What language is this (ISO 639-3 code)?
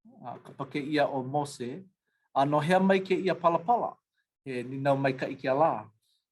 haw